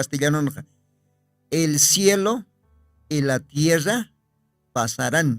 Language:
Aymara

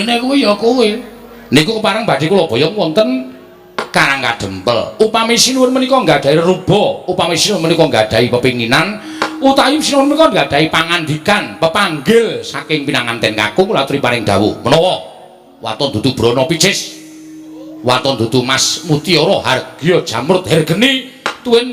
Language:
Javanese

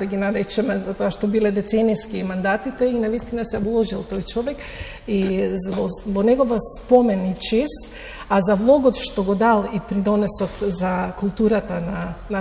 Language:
Macedonian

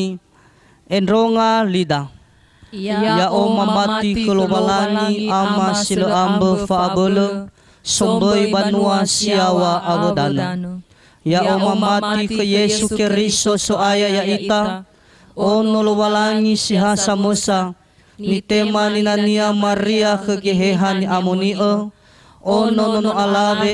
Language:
Nias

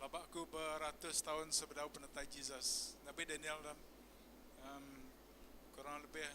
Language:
Iban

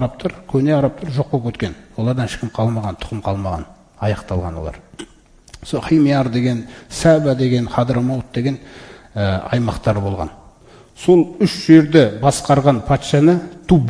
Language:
Kazakh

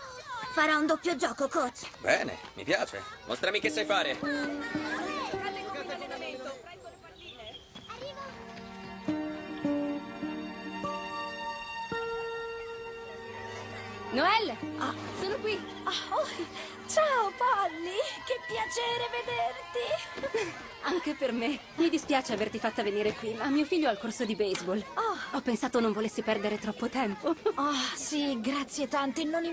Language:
Italian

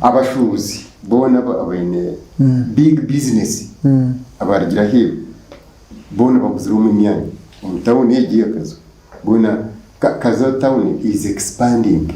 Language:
Nyankole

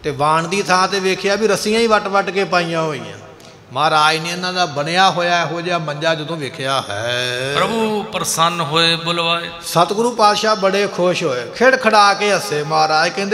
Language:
Punjabi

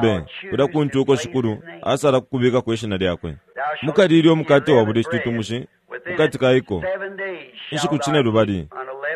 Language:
Bemba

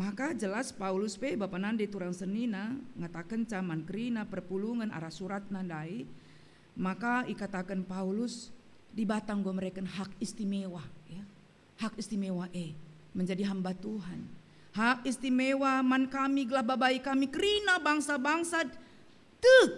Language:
Batak Karo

